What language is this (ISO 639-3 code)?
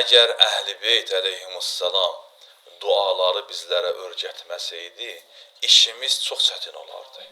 aze